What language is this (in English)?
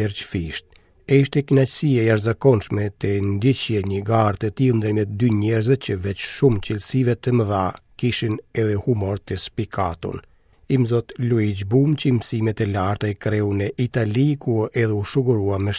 Albanian